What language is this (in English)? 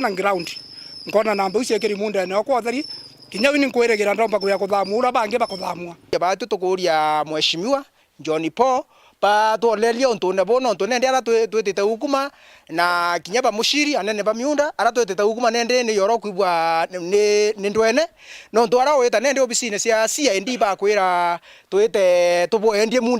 Meru